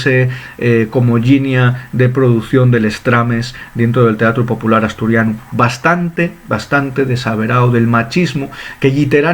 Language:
Asturian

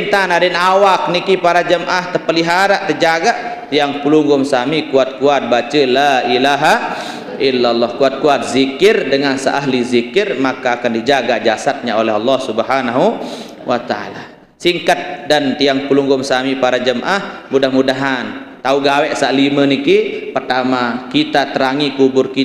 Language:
Sasak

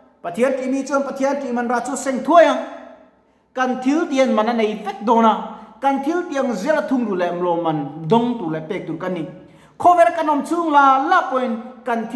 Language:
Mizo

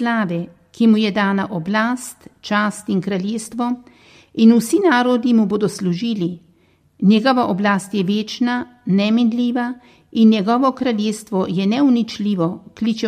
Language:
Slovenian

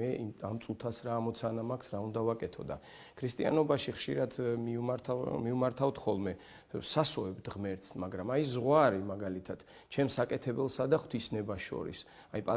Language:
Georgian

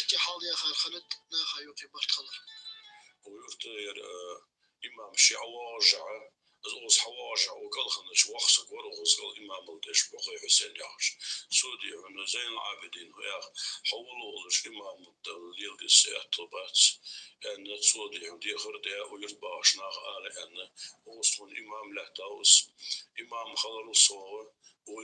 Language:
Ingush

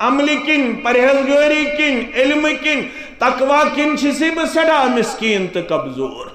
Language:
Kashmiri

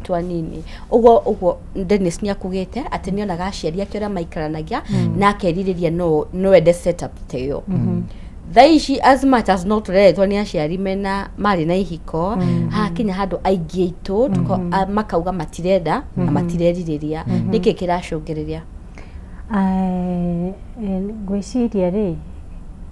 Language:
Kikuyu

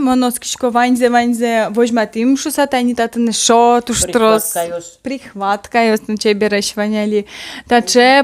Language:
Udmurt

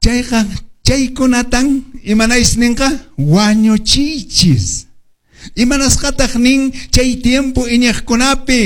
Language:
Quechua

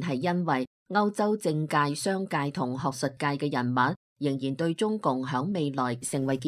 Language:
Cantonese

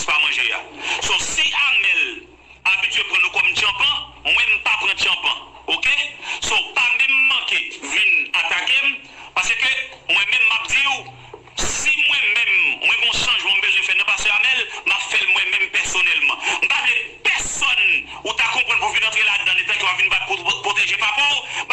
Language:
Haitian Creole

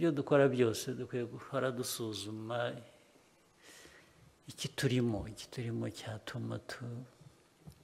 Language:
Kinyarwanda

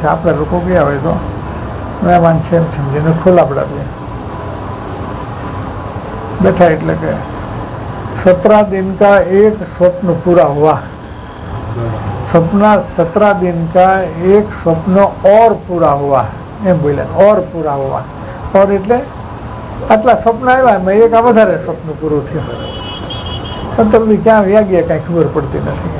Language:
Gujarati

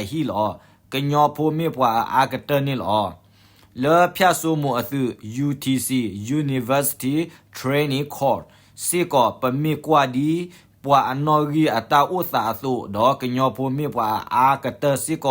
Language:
S'gaw Karen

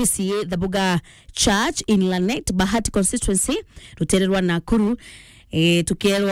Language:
Meru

